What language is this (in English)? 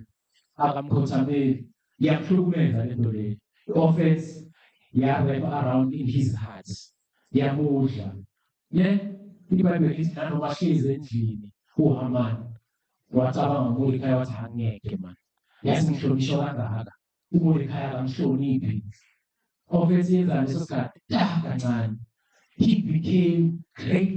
Zulu